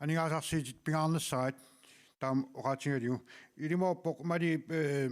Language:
Kalaallisut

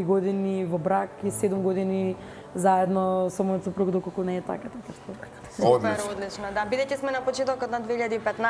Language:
Macedonian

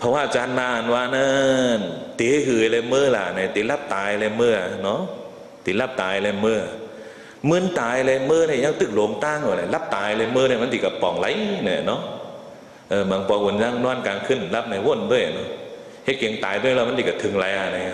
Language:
Shan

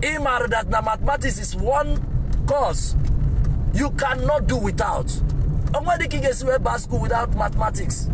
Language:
Igbo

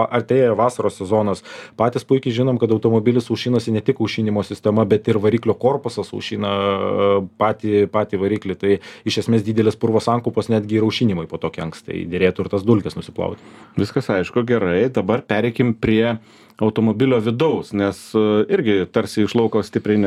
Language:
Lithuanian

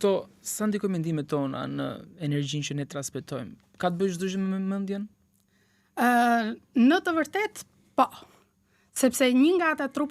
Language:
Albanian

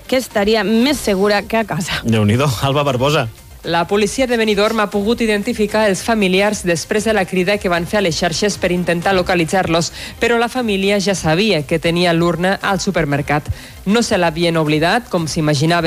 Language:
Catalan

